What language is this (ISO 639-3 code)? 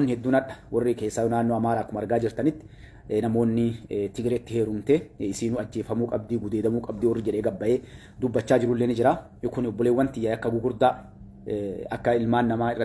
orm